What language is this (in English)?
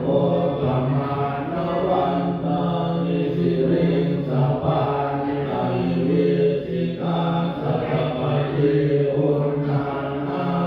Pali